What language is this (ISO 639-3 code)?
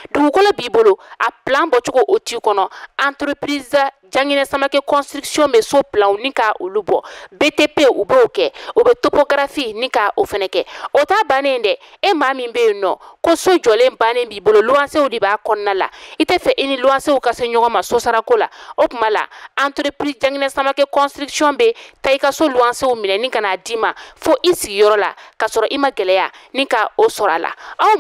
bam